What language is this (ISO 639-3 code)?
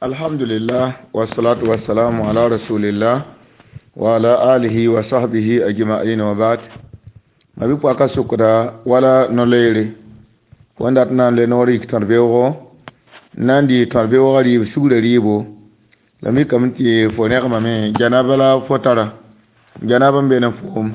mos